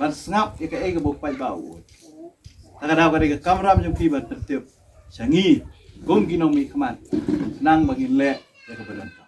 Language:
Khasi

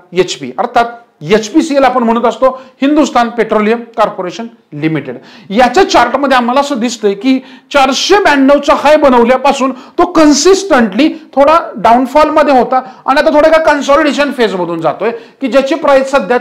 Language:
Marathi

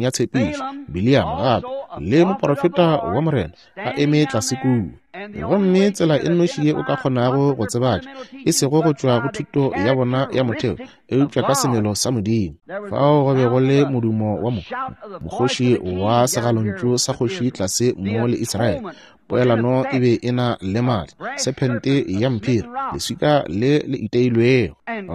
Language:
Northern Sotho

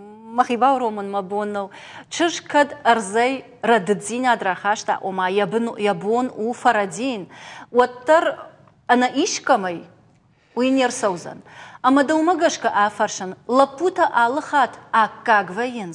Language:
Ossetic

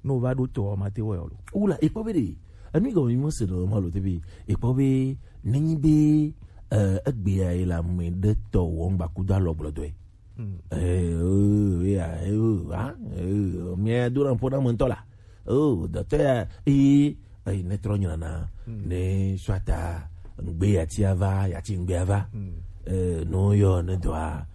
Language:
Gen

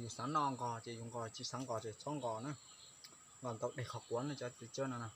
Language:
Hmong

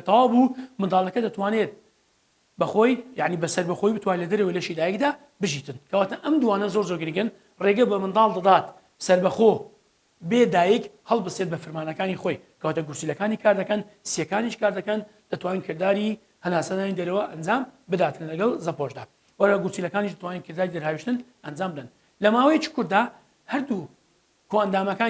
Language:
Central Kurdish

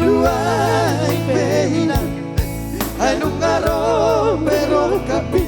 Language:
Batak Toba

